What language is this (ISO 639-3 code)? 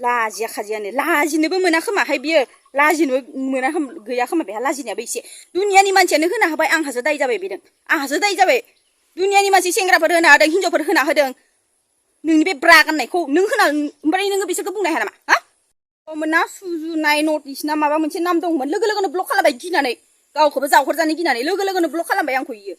brx